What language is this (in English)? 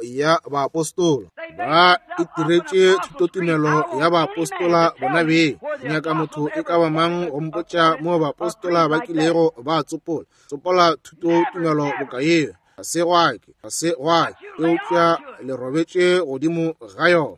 Northern Sotho